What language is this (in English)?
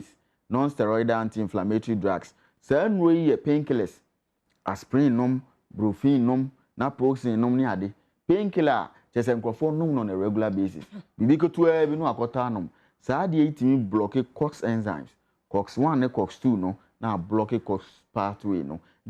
Akan